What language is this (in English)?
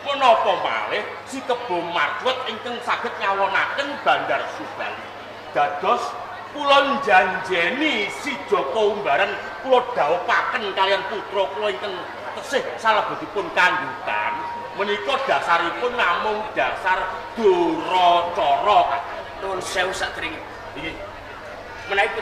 Javanese